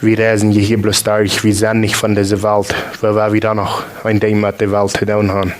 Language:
Plautdietsch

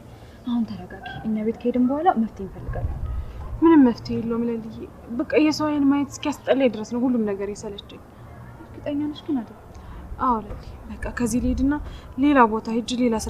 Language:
Amharic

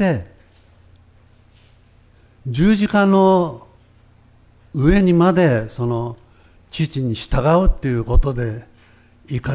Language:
Japanese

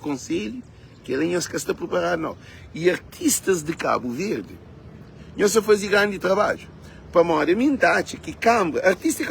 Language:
Kabuverdianu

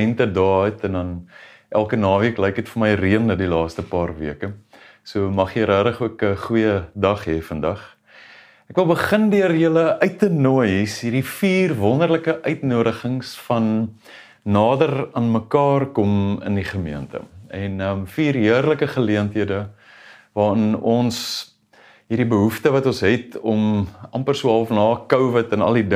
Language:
Afrikaans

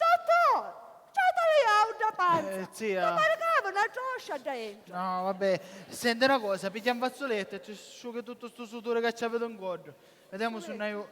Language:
Sicilian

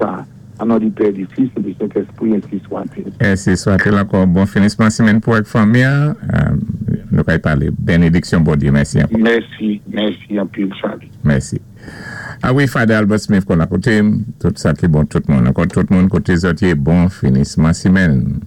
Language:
Saint Lucian Creole French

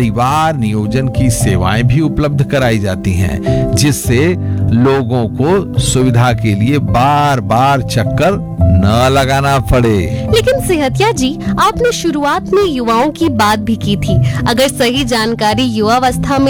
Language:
Hindi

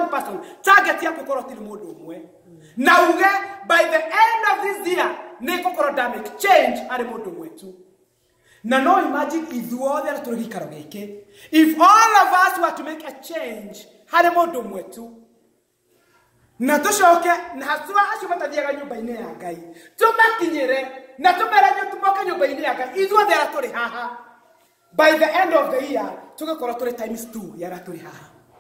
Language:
Kikuyu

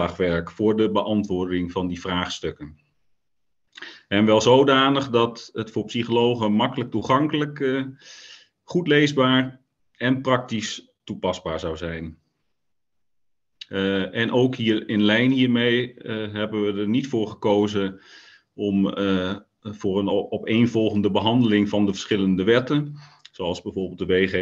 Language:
Dutch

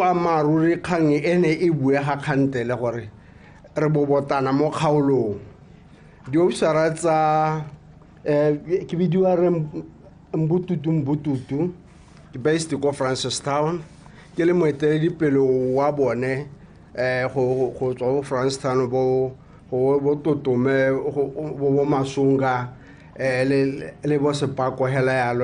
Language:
Tswana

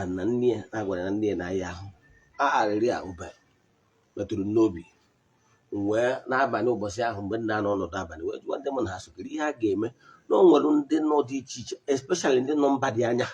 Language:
Igbo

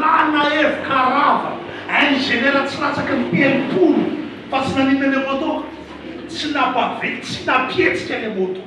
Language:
Malagasy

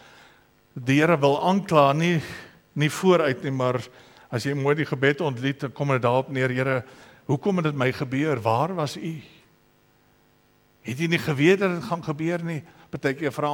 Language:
Afrikaans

